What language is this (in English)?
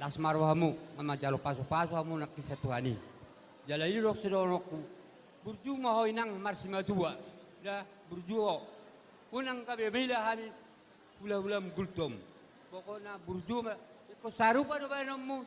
Batak Toba